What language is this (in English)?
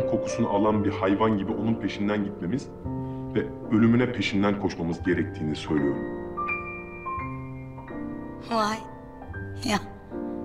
Turkish